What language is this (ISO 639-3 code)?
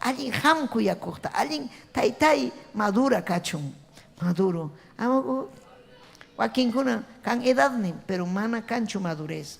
quy